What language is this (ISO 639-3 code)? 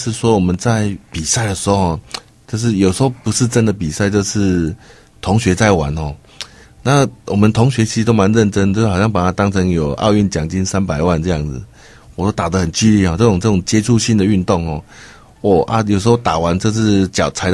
zho